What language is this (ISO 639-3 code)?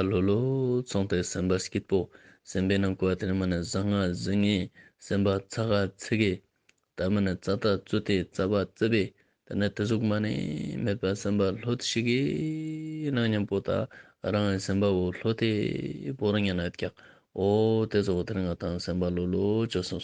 lbj